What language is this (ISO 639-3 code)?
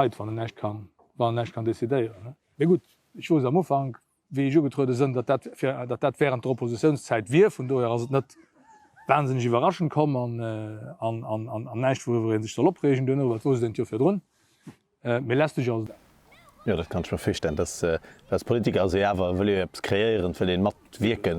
ltz